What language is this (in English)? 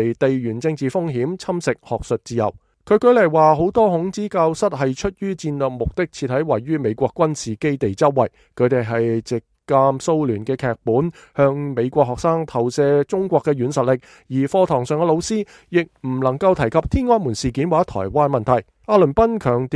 Cantonese